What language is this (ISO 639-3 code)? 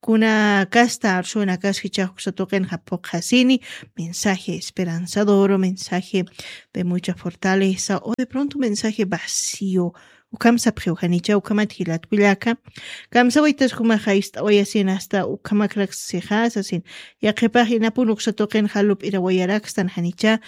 aym